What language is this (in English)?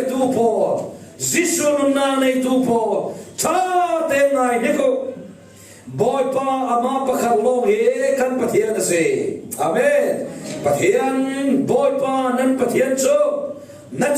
Falam Chin